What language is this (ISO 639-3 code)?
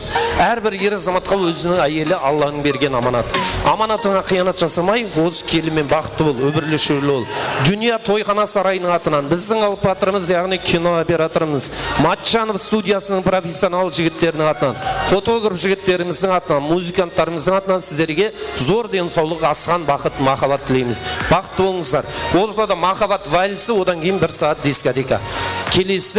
kaa